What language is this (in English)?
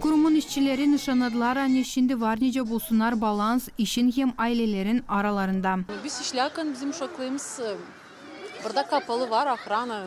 Gagauz